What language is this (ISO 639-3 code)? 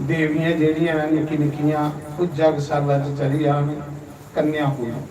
doi